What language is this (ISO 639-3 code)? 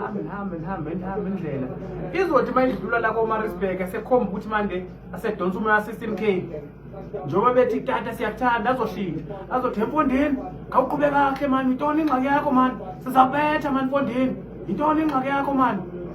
zul